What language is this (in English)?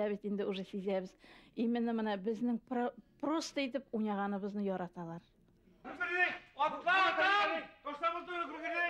Bashkir